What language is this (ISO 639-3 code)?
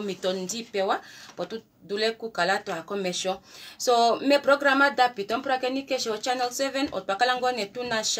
kua